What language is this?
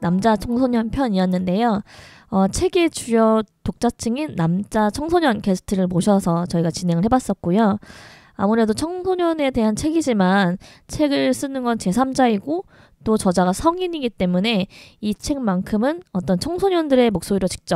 Korean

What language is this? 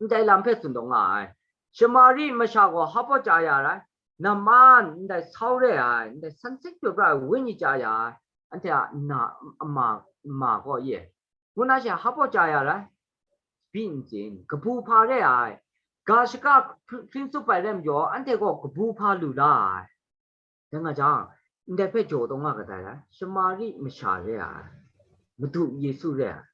Kachin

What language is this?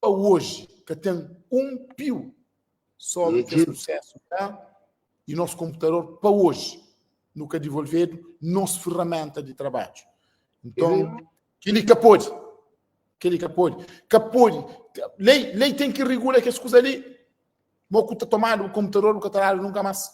Kabuverdianu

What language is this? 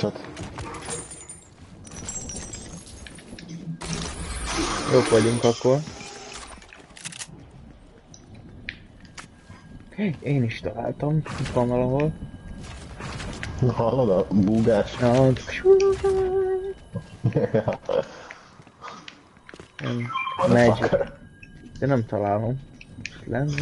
Hungarian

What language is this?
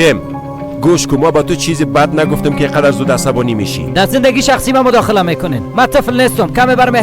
Persian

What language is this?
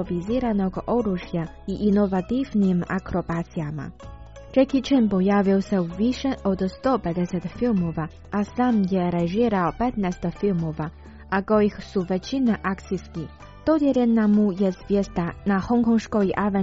Croatian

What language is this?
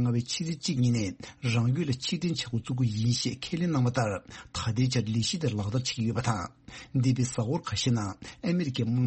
Tibetan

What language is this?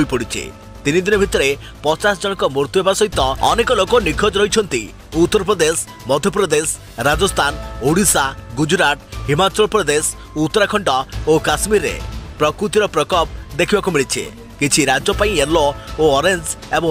Odia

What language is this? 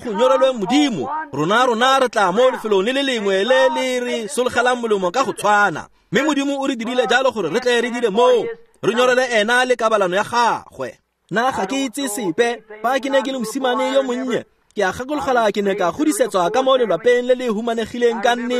Tswana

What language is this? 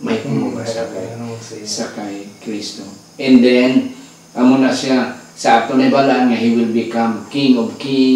Hiligaynon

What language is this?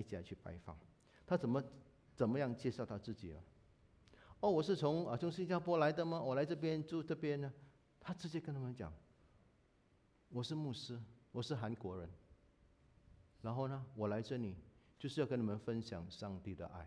Chinese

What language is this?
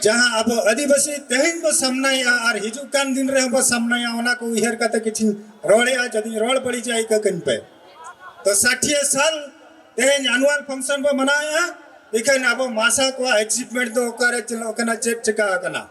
Santali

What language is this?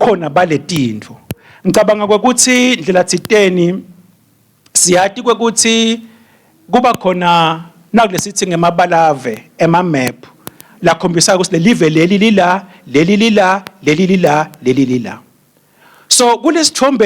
Swati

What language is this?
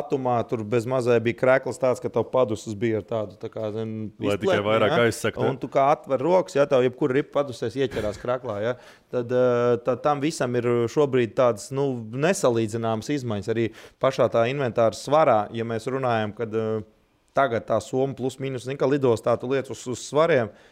Latvian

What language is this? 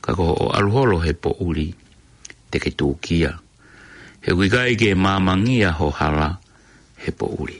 Tongan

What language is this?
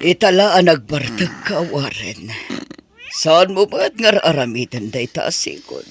Iloko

